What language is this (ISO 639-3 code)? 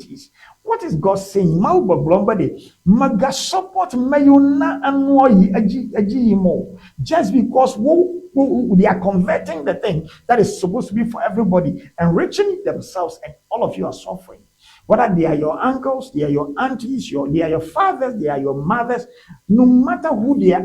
ewe